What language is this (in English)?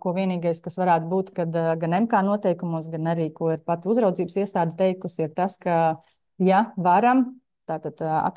Latvian